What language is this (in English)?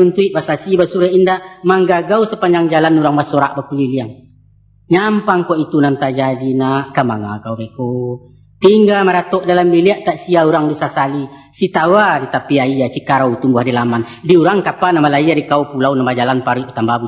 Minangkabau